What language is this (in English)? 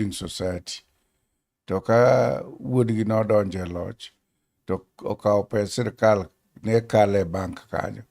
Luo (Kenya and Tanzania)